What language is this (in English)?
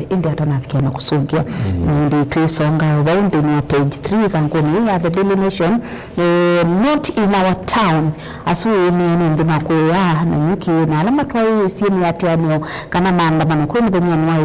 Kamba